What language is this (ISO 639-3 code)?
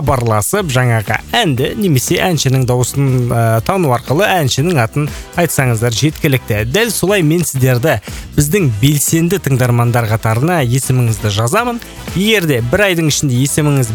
kaz